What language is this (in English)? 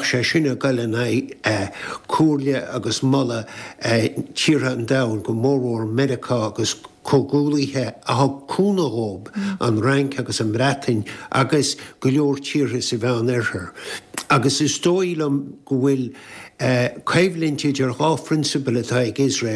Irish